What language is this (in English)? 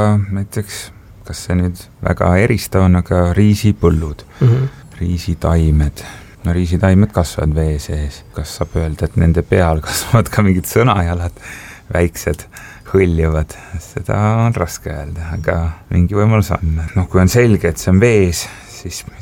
Estonian